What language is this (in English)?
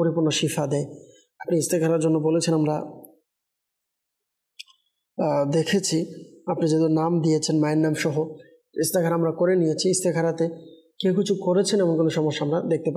Bangla